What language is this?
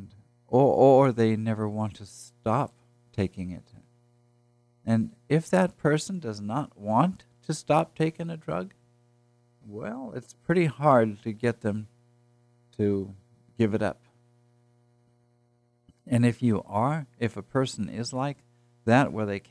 English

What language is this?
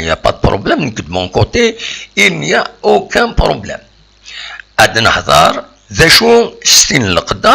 Kabyle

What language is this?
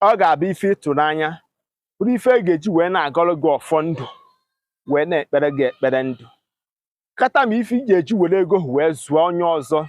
Igbo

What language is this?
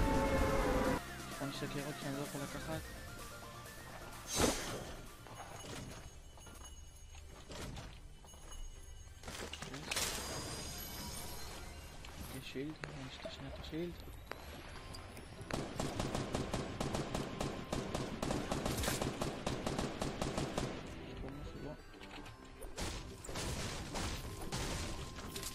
Hebrew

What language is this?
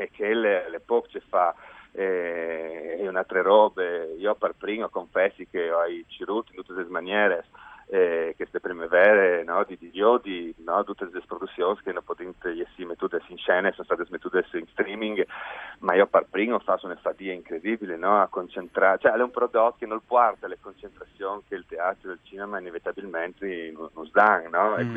Friulian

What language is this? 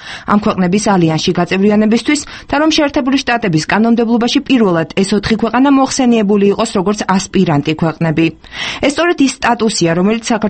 Georgian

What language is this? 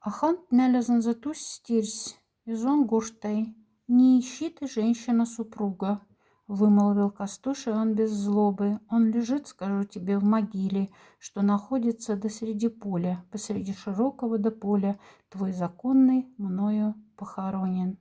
Moksha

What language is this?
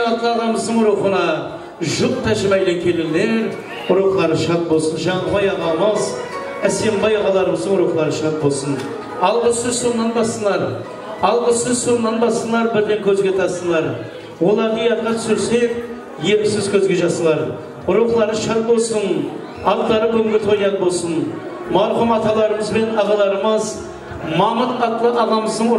Kara-Kalpak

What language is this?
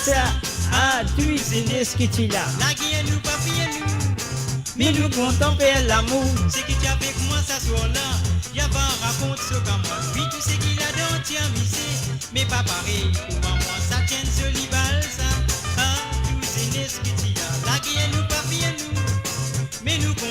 Morisyen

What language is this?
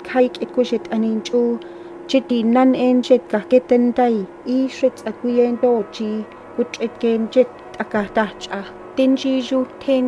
Gwichʼin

